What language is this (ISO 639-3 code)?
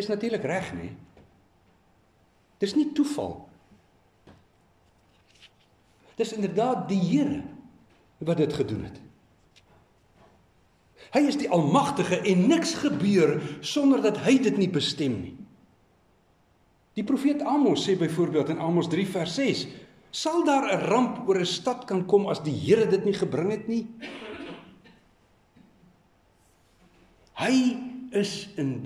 afr